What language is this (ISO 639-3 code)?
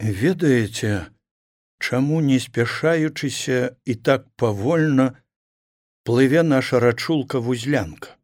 bel